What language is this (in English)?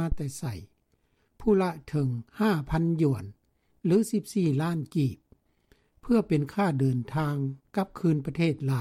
Lao